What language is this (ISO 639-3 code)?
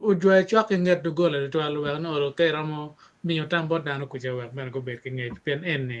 ach